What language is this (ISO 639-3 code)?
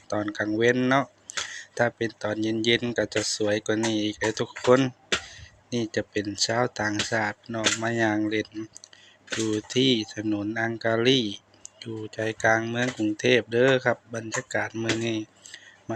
lao